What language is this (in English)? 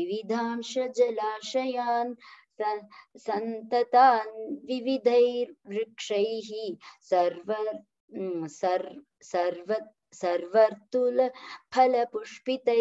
Sanskrit